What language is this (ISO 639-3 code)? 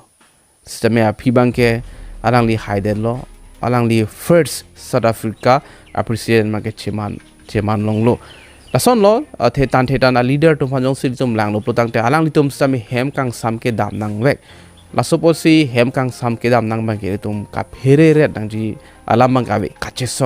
mjw